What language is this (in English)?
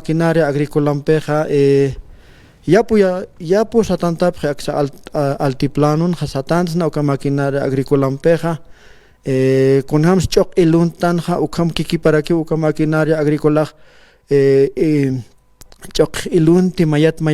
Aymara